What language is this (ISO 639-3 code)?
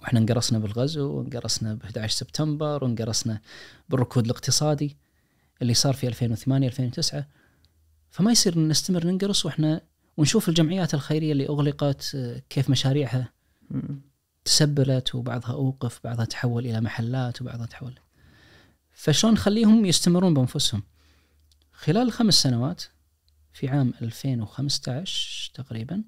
ars